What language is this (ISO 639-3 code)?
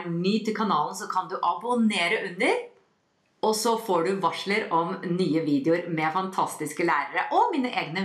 nor